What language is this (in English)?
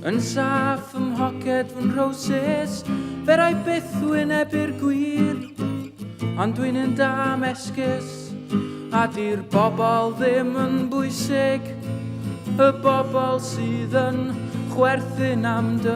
Welsh